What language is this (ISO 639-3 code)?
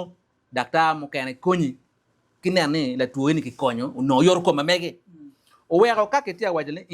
ach